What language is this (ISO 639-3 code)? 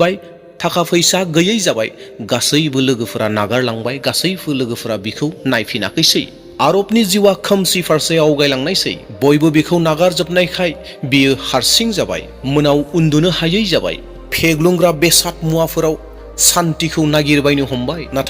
brx